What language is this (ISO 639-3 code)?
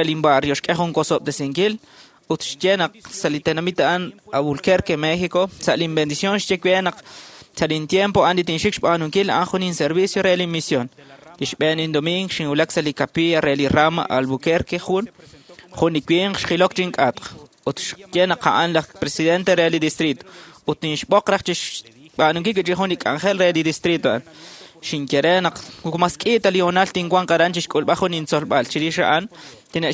kek